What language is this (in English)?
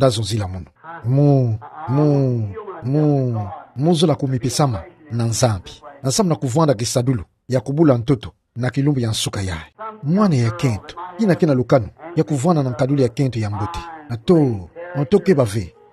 Kituba (Democratic Republic of Congo)